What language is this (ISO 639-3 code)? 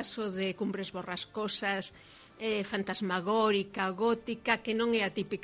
glg